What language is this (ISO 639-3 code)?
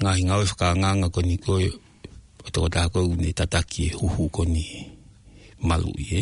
ton